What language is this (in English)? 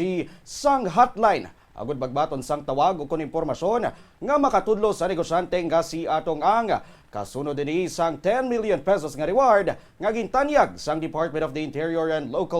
Hiligaynon